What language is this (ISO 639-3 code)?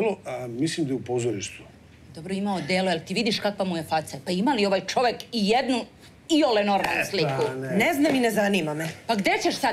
srp